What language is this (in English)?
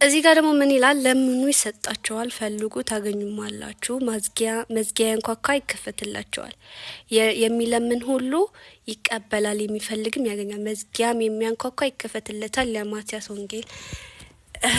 Amharic